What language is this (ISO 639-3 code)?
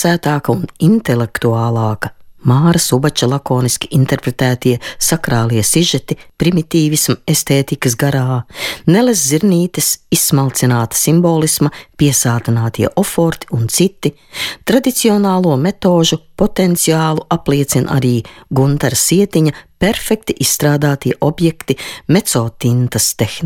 lav